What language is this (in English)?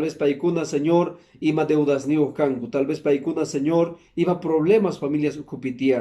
Quechua